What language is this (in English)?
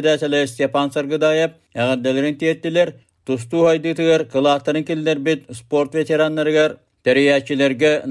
Yakut